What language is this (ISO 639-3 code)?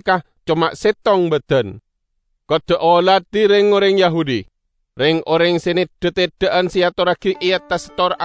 mad